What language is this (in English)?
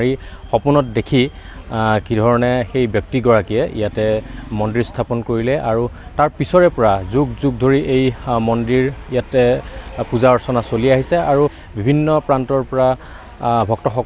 Assamese